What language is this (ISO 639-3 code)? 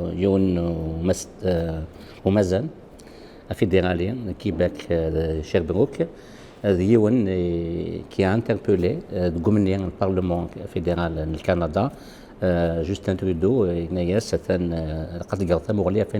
kab